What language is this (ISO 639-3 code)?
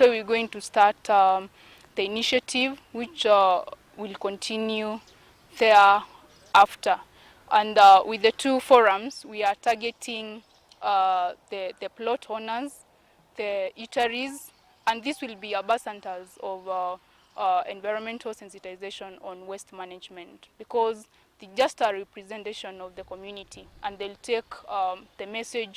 kam